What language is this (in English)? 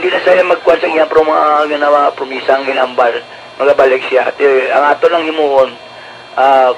Hiligaynon